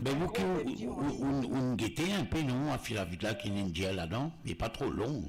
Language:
Morisyen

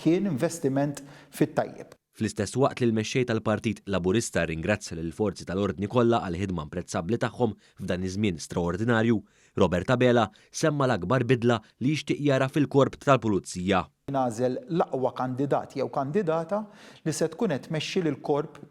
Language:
Maltese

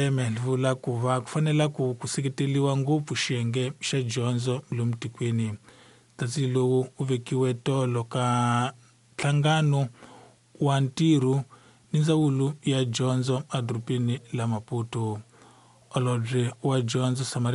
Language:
Tsonga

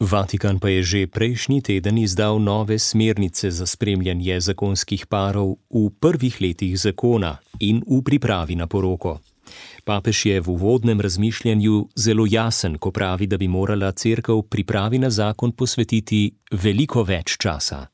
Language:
Slovenian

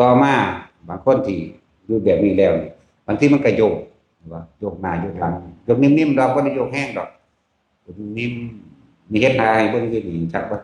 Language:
Northeastern Thai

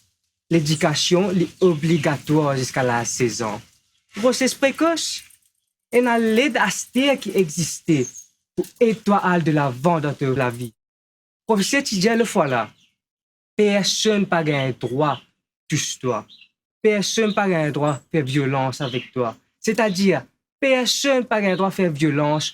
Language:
Morisyen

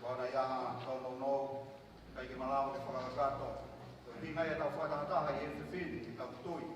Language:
Tongan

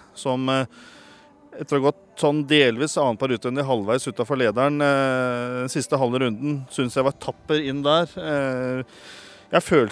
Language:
Norwegian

